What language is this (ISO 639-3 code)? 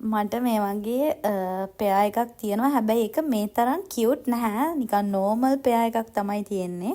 sin